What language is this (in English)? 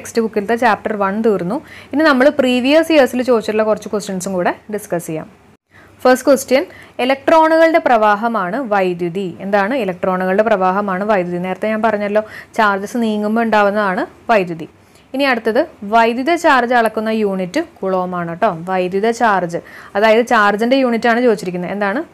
Malayalam